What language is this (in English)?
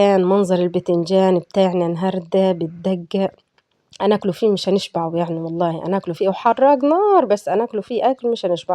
Egyptian Arabic